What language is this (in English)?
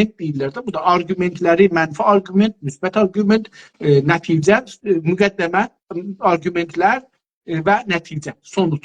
South Azerbaijani